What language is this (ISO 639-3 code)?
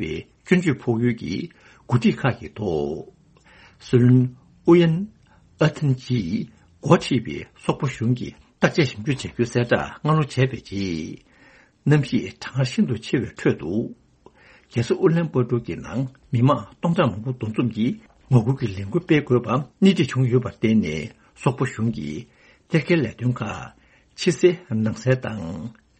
bod